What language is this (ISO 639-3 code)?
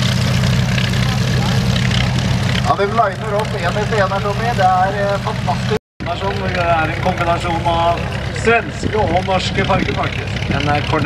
nor